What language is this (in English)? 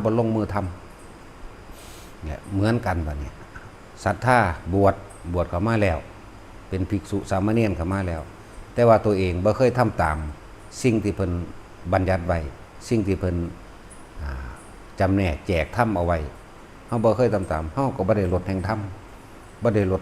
Northeastern Thai